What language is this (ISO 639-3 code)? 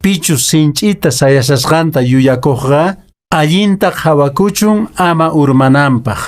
que